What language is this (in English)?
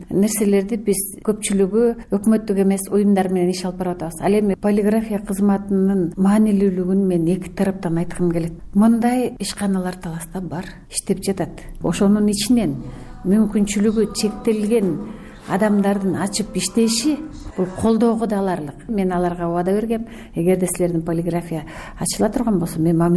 Kyrgyz